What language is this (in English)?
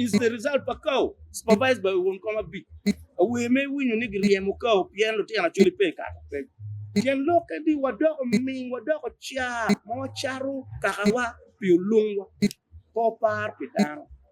Acoli